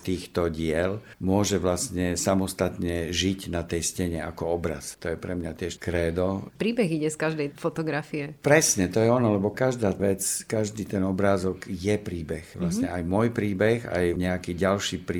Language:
Slovak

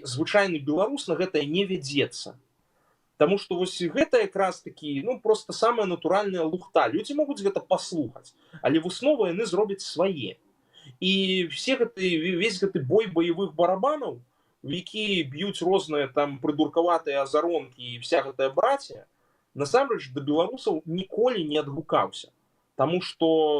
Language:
Belarusian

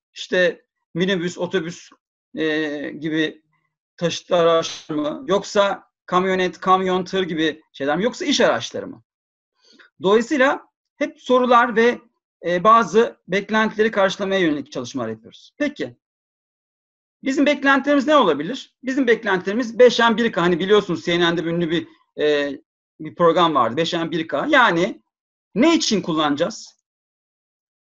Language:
Turkish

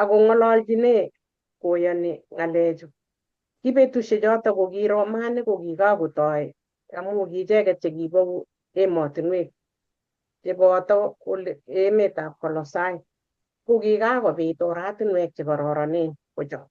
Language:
Kalenjin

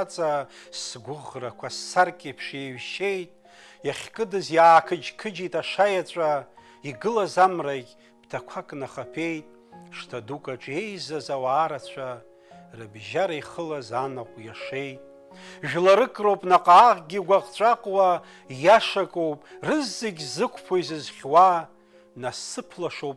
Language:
Abkhazian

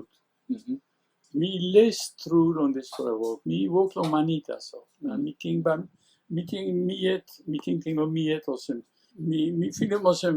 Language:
Tok Pisin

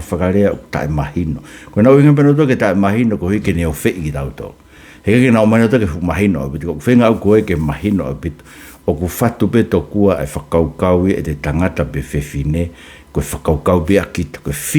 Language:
Tongan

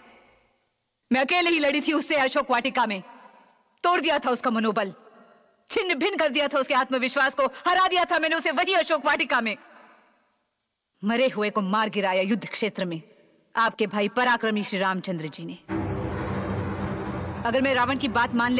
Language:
Hindi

